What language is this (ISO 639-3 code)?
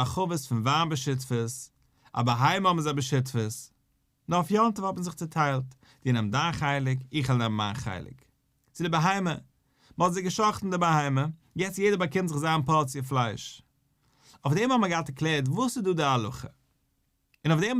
yid